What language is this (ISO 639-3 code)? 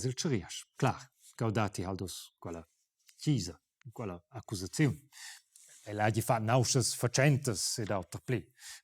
roh